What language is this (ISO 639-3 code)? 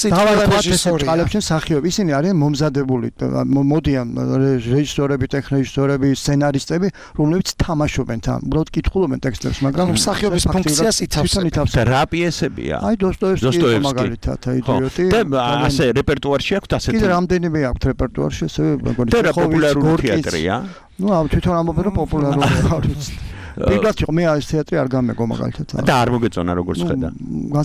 kat